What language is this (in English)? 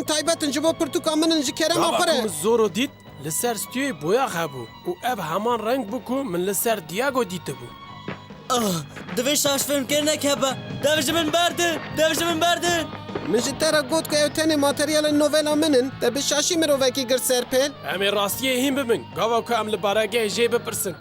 Kurdish